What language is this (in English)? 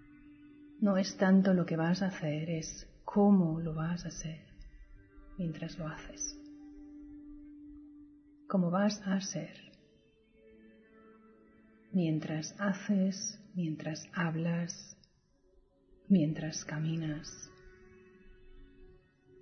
Spanish